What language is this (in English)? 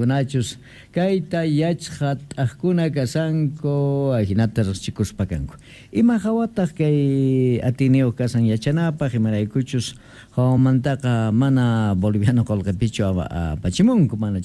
Quechua